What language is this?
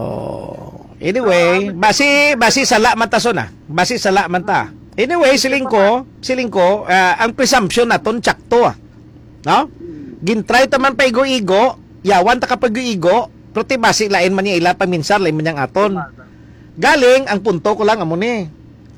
Hiligaynon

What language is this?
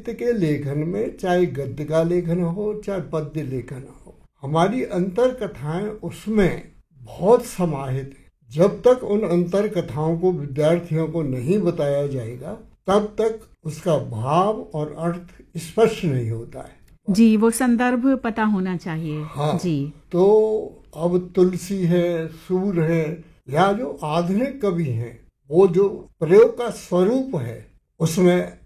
Hindi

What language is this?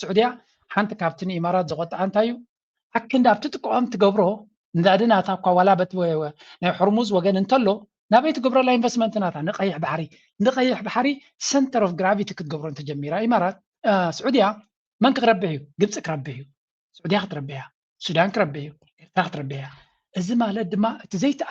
Tigrinya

